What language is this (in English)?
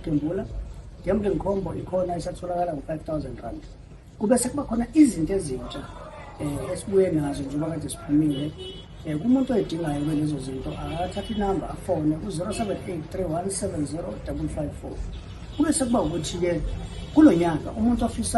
Zulu